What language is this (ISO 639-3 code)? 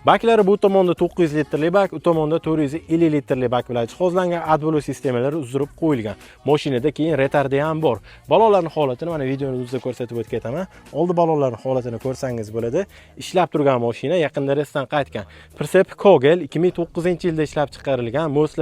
uzb